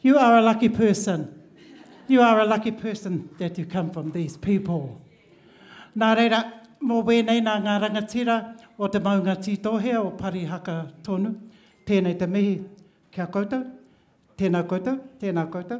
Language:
Māori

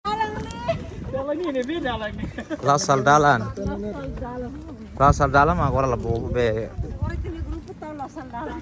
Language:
Tetum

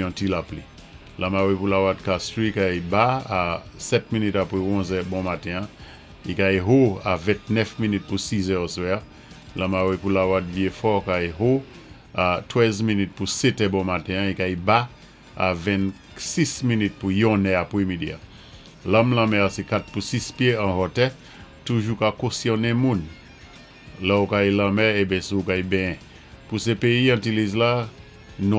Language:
Saint Lucian Creole French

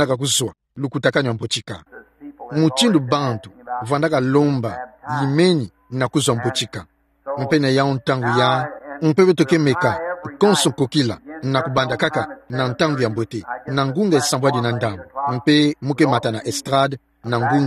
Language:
Kituba (Democratic Republic of Congo)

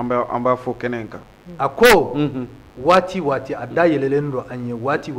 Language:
Bambara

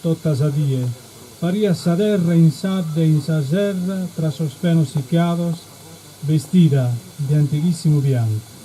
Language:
Sardinian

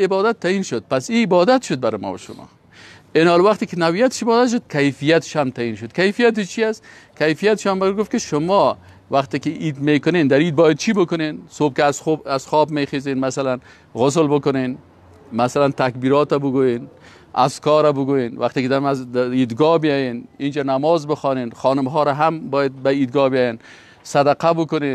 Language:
Persian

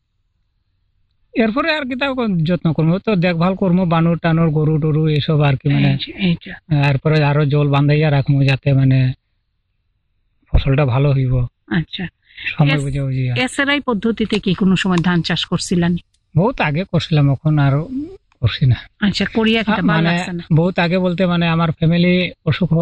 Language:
Bangla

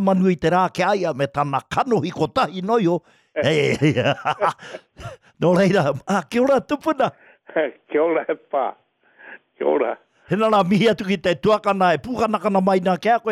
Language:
Māori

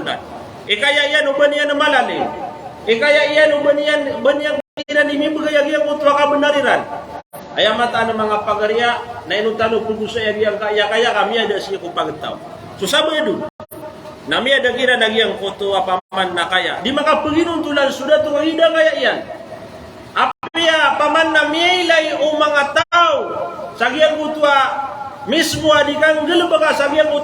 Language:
Maranao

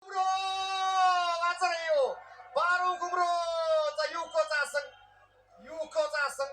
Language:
Mongolian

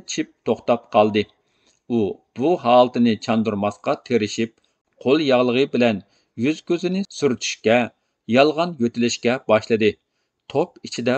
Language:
Uyghur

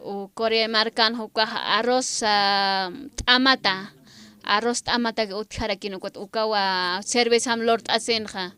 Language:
Aymara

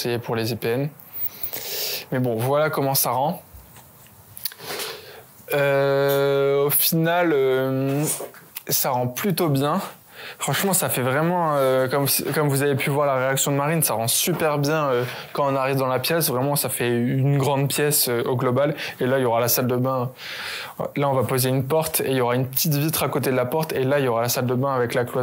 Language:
French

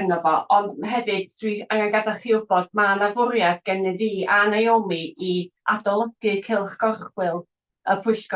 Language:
Welsh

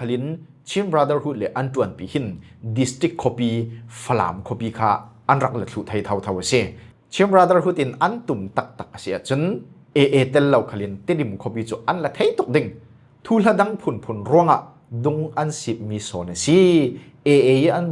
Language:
Falam Chin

